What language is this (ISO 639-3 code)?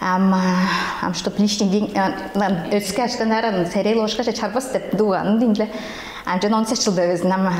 tyv